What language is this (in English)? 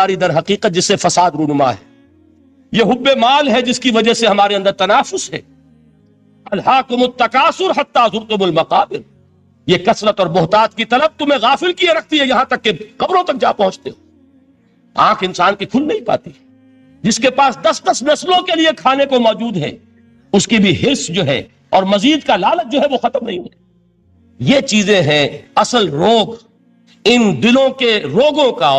Urdu